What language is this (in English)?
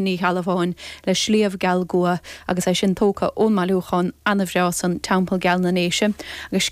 Irish